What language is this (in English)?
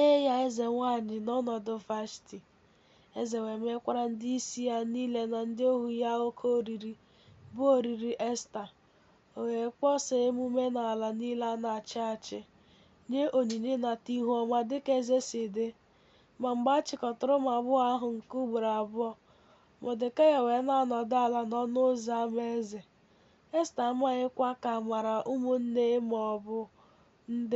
Igbo